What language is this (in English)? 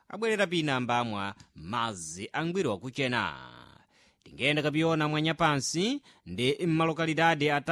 Sena